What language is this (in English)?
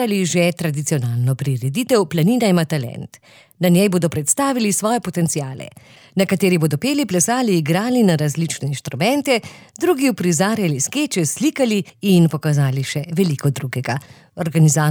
Slovenian